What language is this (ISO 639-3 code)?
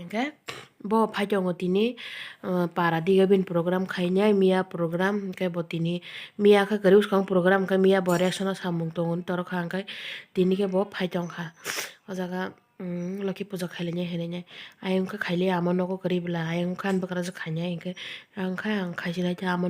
trp